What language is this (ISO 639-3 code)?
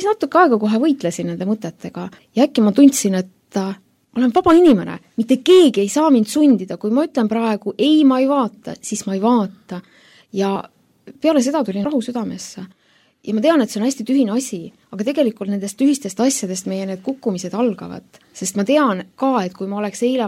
est